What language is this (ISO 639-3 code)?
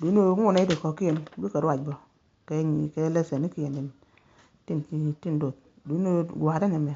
nus